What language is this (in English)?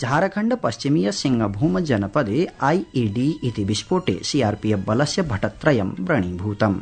Sanskrit